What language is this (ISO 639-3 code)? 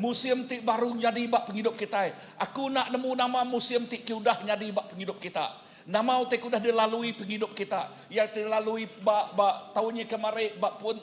iba